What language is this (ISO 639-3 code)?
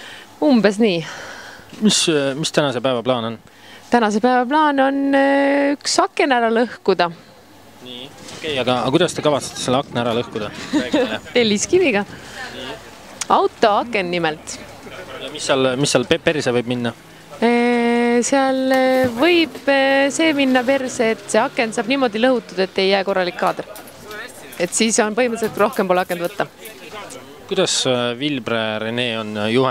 est